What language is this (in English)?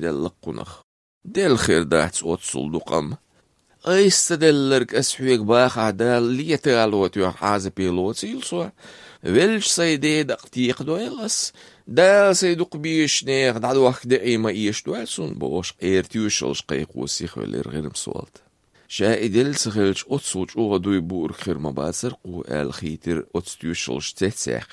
Azerbaijani